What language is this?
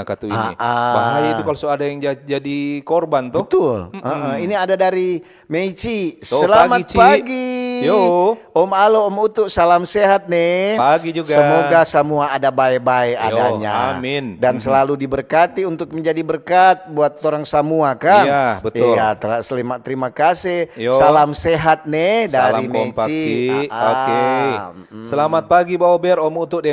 Manado Malay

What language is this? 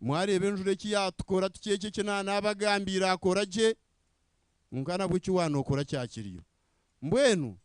Nyankole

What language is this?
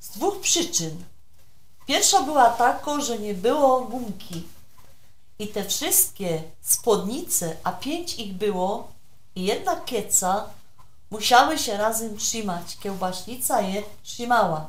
Silesian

